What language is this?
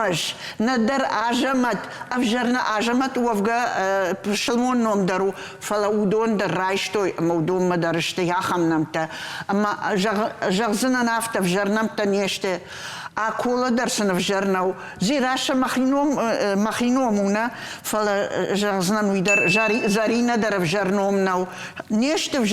Ossetic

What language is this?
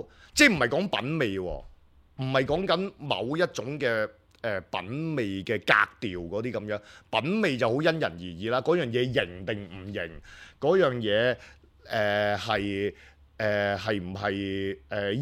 Cantonese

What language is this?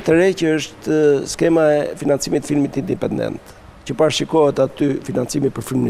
Albanian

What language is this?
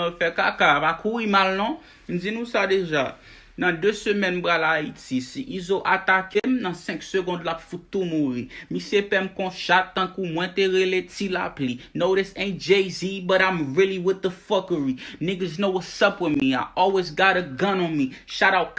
Haitian Creole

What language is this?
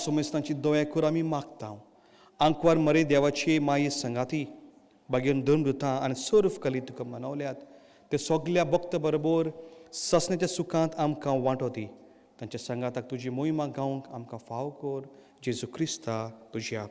Konkani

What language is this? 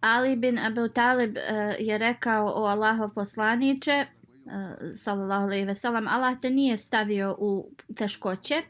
Bosnian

